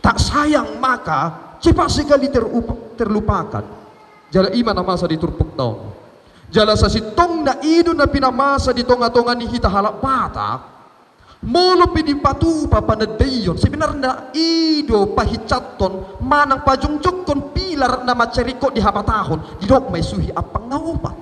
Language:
Batak Toba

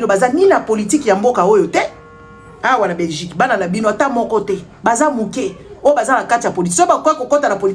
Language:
Lingala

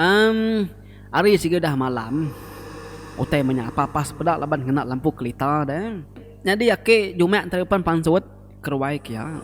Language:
Iban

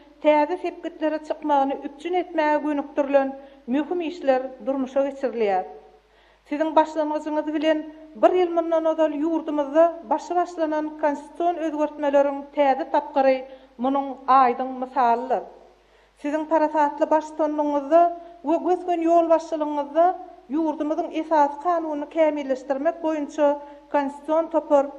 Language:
Turkmen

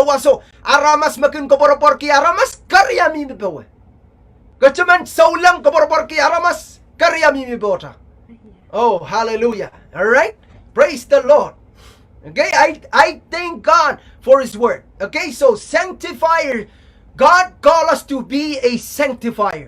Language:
Pohnpeian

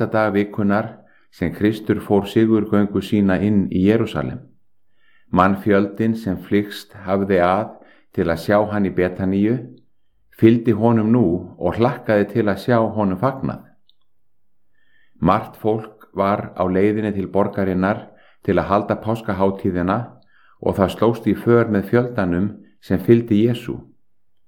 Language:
Icelandic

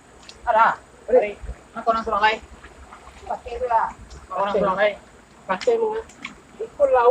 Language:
Minangkabau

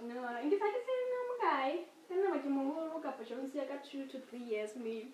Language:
Southern Sotho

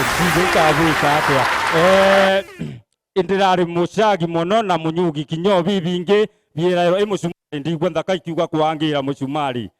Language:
Meru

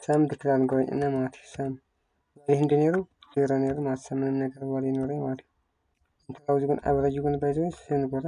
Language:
Tigrinya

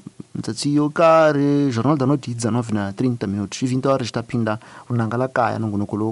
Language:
Tsonga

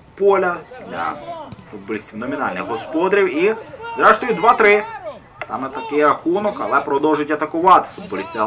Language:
Ukrainian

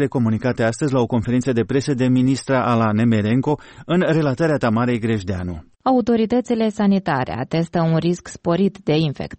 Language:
Romanian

